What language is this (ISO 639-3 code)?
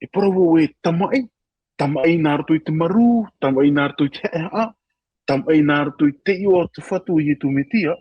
tah